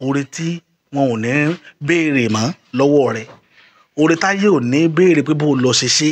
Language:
Yoruba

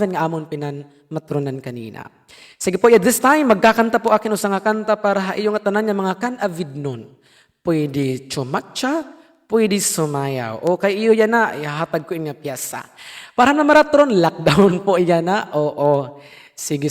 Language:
Waray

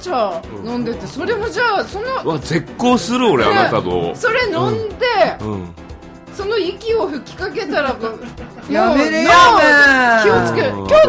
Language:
Japanese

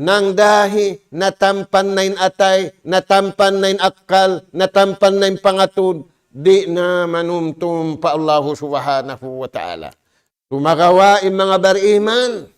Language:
Tausug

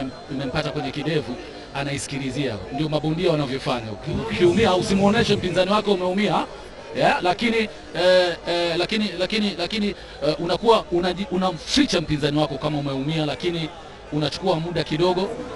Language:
Swahili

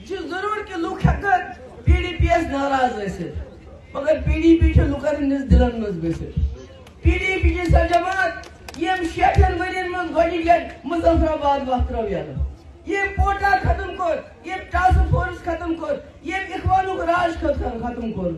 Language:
Kashmiri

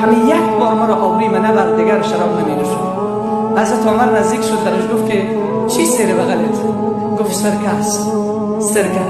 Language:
Tajik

